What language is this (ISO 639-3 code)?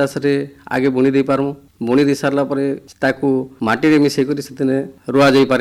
ori